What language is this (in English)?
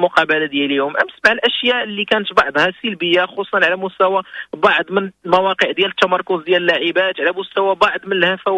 Moroccan Arabic